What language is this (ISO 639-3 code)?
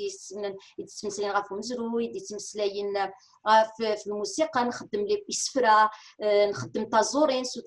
kab